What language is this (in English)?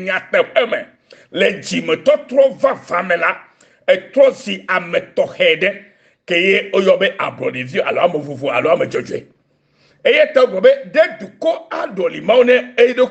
Ewe